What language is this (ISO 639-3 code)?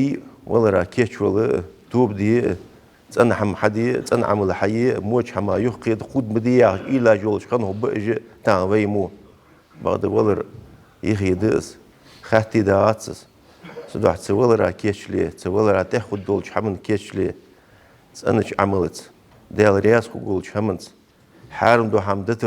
inh